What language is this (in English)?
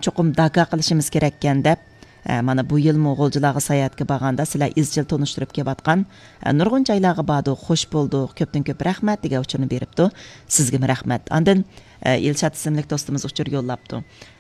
Uyghur